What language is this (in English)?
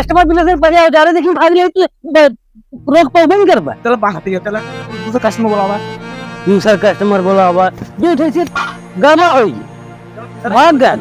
Awadhi